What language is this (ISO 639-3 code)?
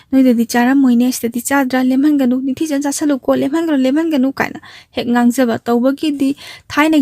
mni